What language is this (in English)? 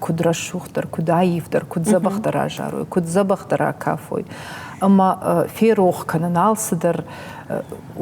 Ossetic